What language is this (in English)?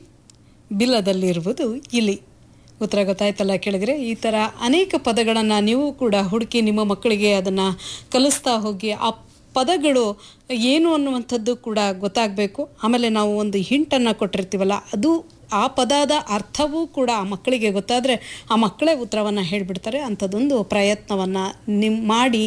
Kannada